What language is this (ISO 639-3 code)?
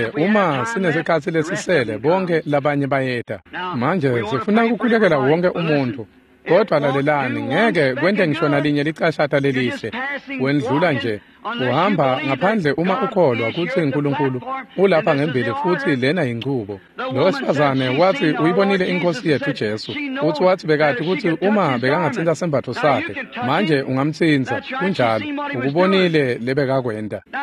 ssw